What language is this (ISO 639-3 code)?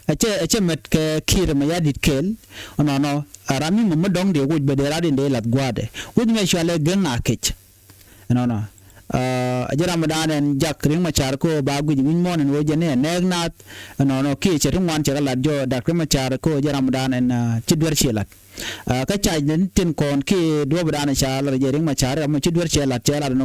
nus